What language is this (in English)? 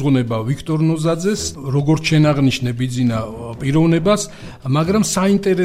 Georgian